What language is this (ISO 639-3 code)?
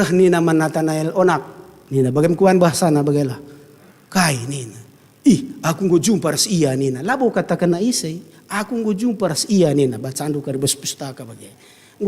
btx